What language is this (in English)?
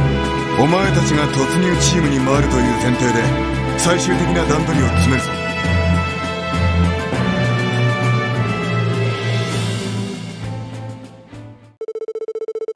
Japanese